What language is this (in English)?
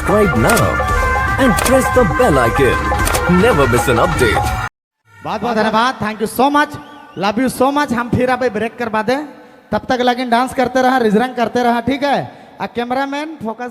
Sadri